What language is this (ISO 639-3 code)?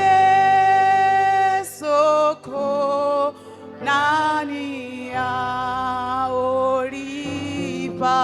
ven